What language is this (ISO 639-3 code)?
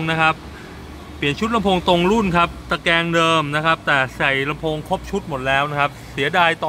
tha